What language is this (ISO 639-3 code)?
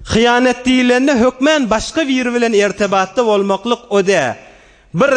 tuk